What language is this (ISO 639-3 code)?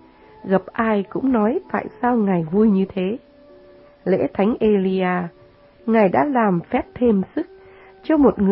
vie